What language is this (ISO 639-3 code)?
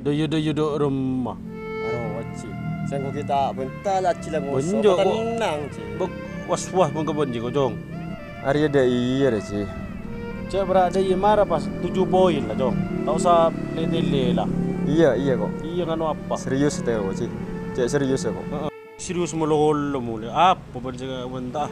mad